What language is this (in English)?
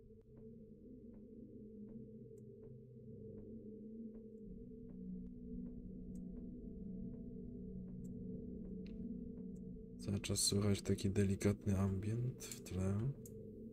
Polish